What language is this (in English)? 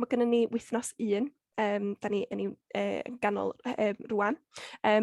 Welsh